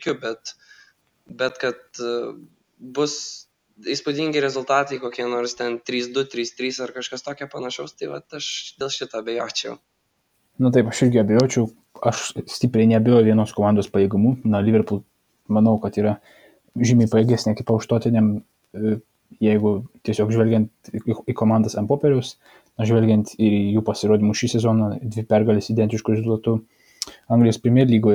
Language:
Lithuanian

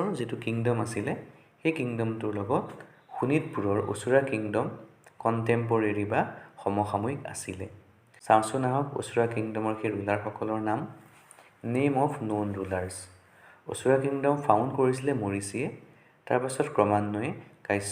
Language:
Assamese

